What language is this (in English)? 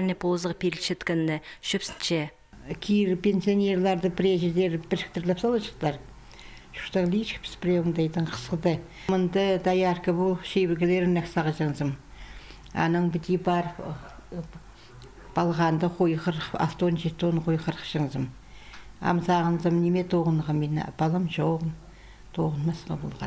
Khakas